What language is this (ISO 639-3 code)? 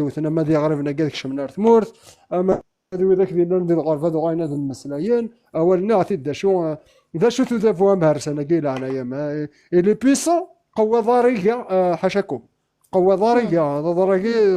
kab